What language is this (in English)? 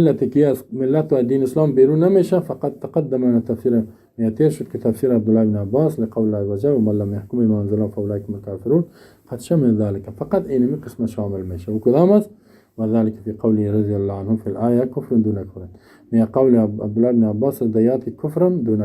Persian